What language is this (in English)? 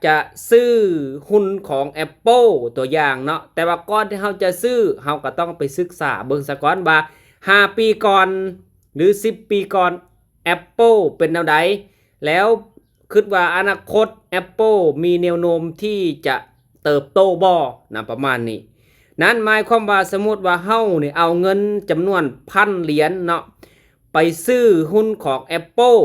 Lao